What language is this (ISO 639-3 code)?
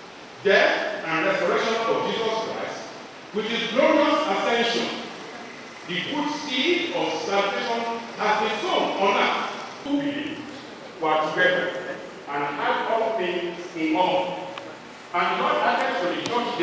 eng